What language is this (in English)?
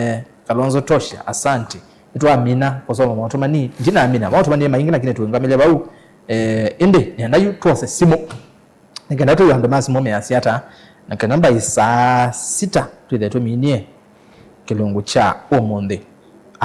Kamba